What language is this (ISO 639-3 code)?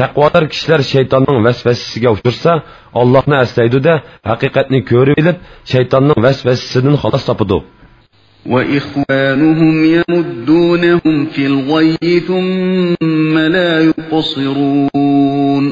uig